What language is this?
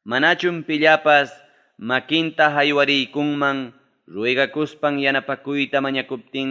Ayacucho Quechua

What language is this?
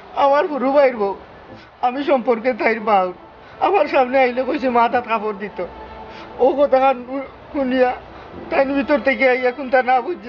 Sylheti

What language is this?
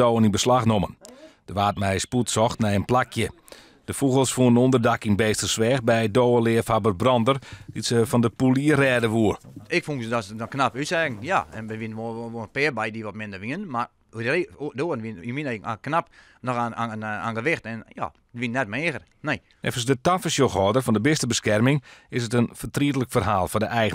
Western Frisian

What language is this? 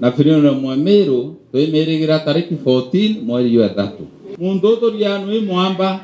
Meru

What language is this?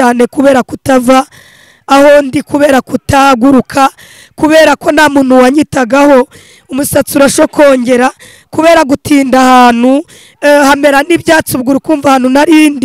Kinyarwanda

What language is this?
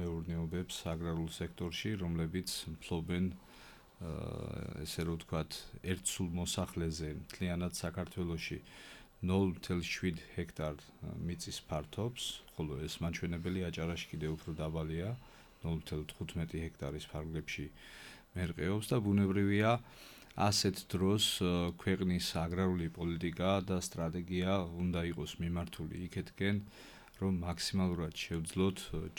Georgian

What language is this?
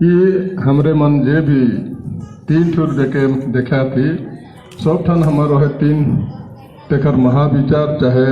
Sadri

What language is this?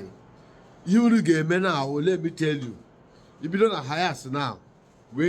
Igbo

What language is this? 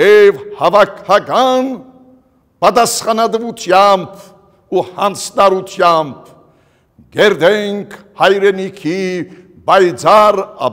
Western Armenian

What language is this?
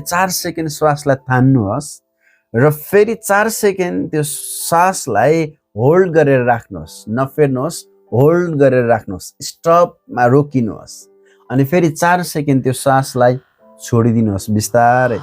Nepali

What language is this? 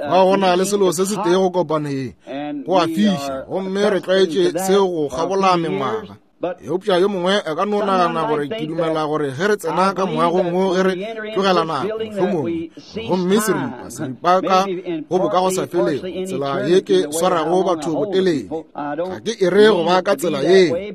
Northern Sotho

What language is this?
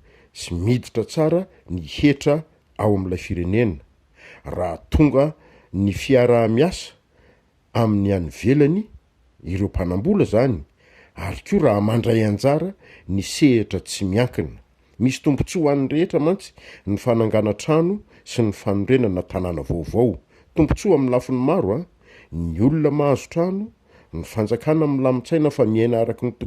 Malagasy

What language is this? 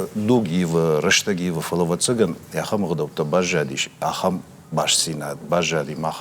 Ossetic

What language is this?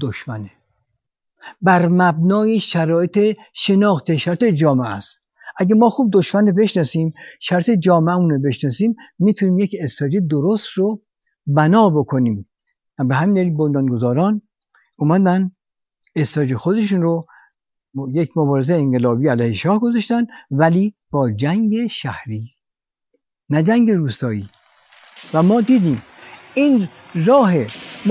Persian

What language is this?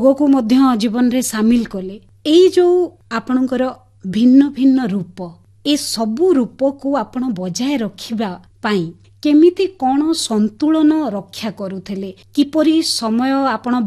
Odia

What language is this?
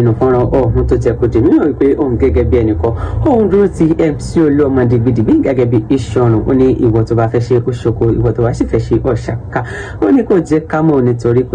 Yoruba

